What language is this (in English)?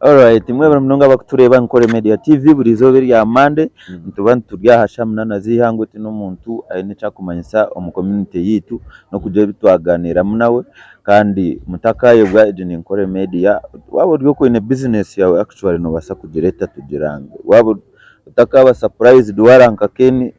Nyankole